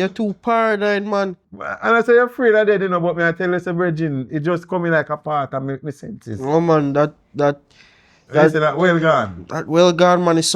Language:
Jamaican Creole English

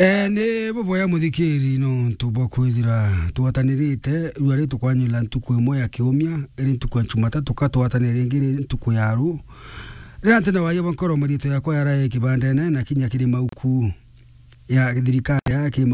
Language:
Meru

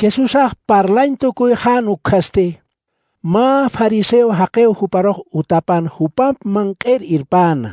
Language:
Aymara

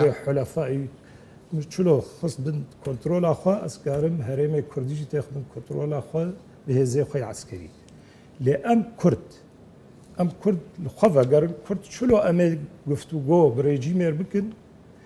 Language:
Kurdish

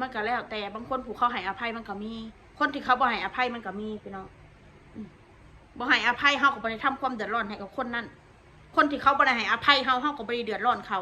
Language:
Northeastern Thai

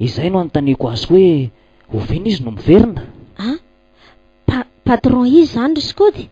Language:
Malagasy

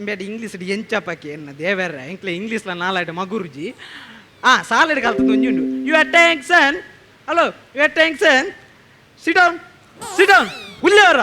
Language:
Tulu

